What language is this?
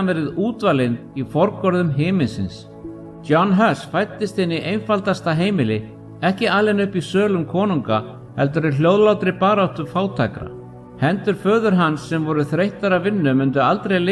Icelandic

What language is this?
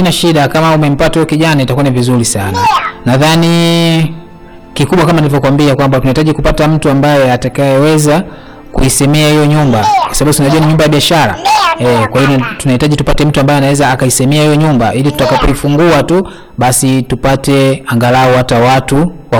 Swahili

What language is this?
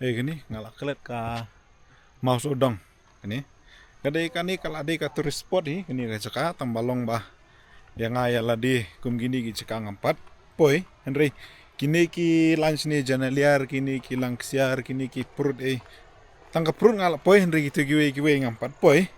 Khasi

